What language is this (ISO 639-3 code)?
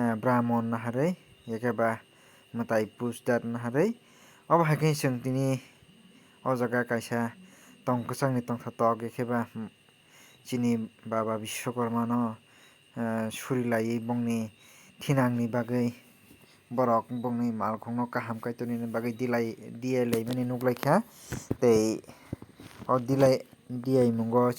trp